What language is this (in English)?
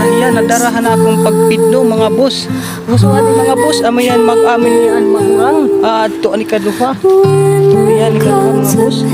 Waray